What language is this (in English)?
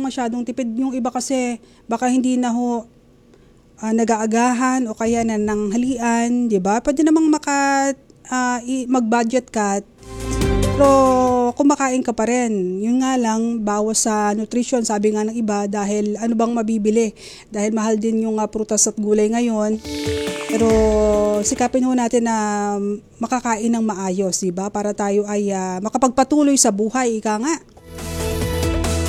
Filipino